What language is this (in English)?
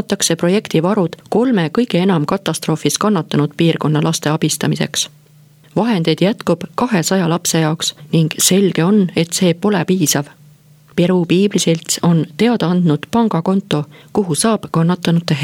Estonian